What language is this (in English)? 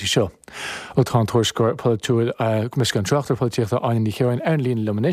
Irish